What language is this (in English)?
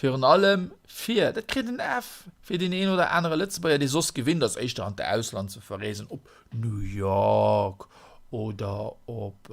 Luxembourgish